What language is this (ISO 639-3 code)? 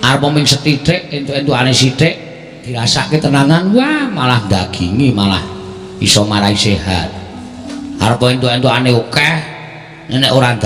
jav